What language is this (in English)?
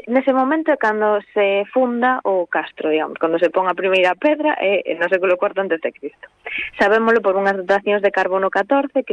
Galician